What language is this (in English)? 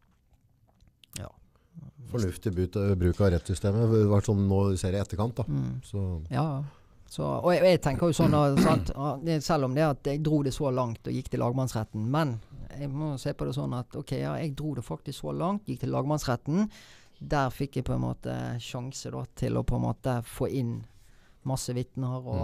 Norwegian